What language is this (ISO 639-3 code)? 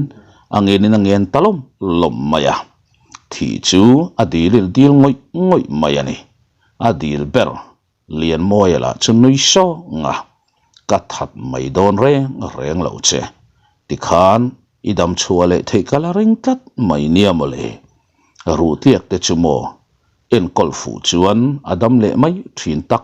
lus